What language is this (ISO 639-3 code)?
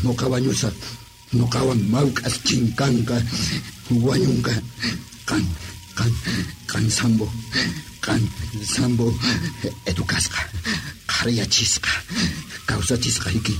que